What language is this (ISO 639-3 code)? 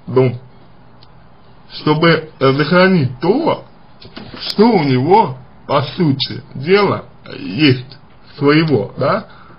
rus